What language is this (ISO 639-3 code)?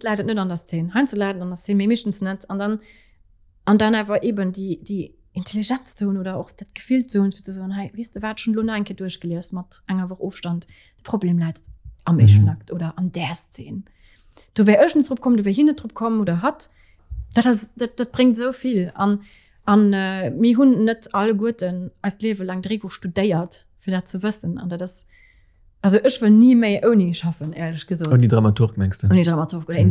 ltz